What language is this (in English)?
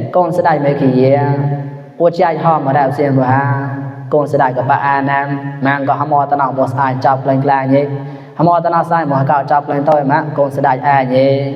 Mon